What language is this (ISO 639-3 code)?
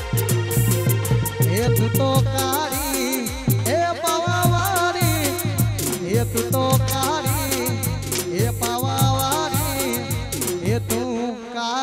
guj